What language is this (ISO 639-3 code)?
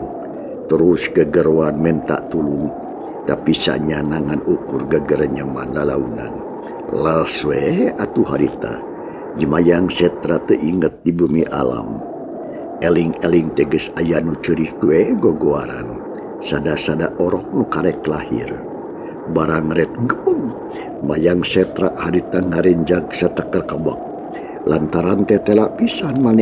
sun